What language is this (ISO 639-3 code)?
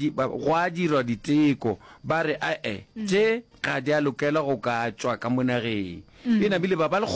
nso